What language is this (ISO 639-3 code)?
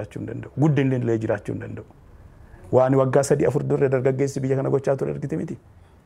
orm